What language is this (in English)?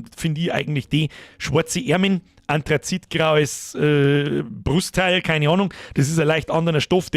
Bavarian